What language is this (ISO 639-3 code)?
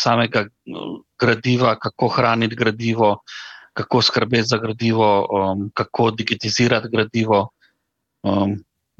slv